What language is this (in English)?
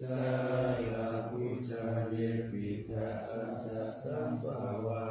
Pali